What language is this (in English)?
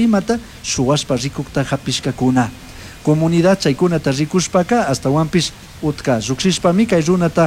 Chimborazo Highland Quichua